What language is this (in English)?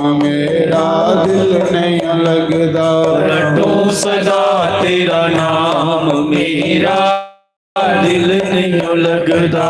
Dogri